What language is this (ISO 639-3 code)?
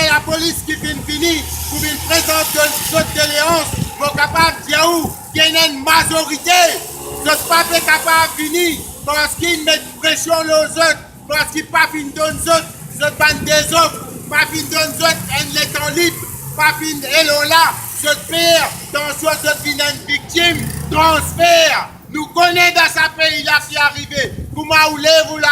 mfe